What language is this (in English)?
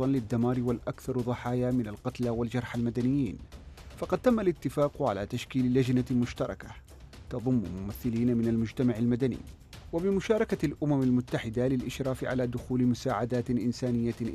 Arabic